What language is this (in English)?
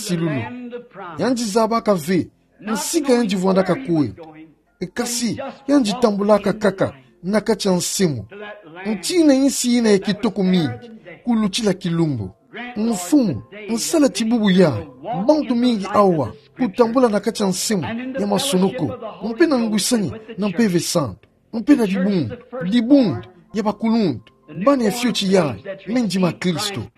Kituba (Democratic Republic of Congo)